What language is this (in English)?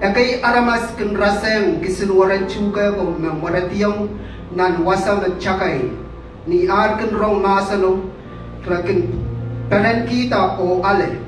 Pohnpeian